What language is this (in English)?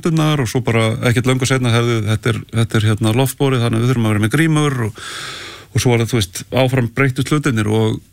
Icelandic